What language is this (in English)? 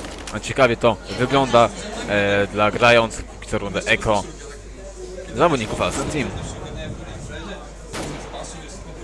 Polish